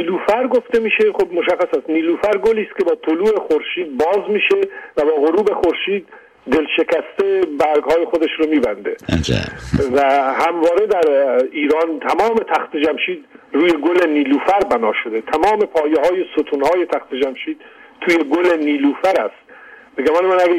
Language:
Persian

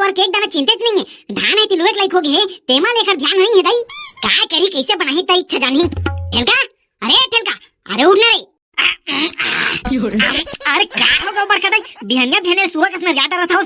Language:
Chhattisgarhi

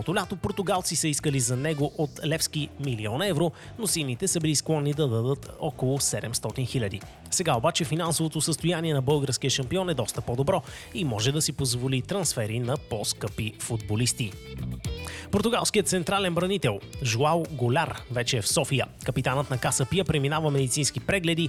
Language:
Bulgarian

